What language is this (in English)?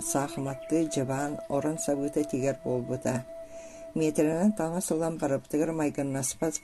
Yakut